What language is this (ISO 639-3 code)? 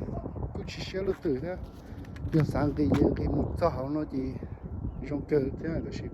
hmn